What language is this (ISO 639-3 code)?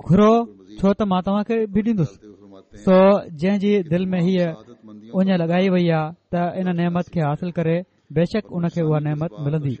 snd